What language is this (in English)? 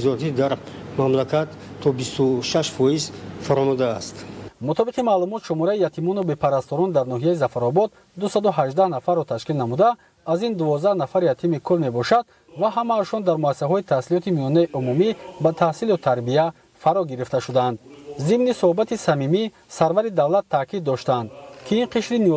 Tajik